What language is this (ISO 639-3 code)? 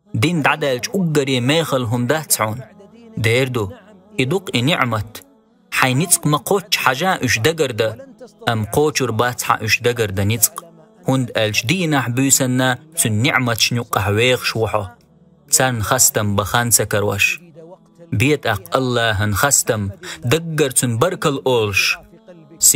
che